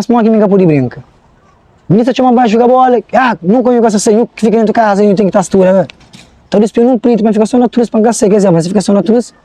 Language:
Kabuverdianu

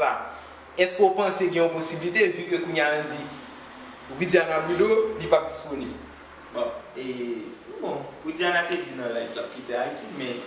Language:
Haitian Creole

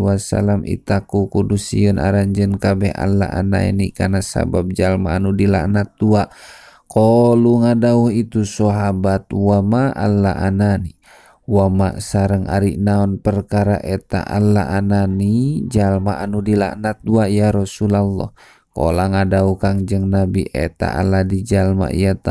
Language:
Sundanese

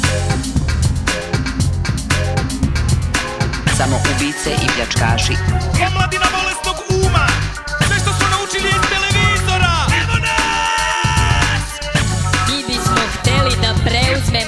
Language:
Serbian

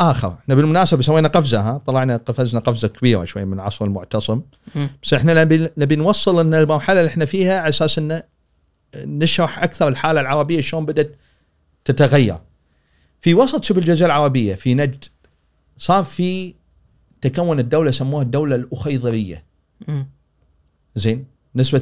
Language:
Gulf Arabic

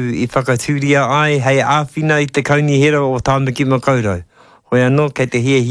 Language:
Māori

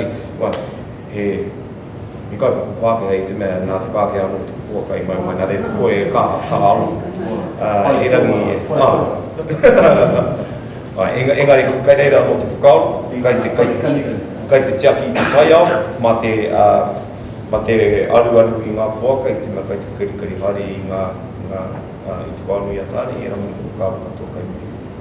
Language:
Māori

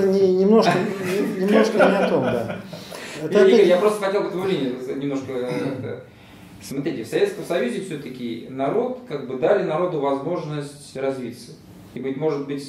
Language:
Russian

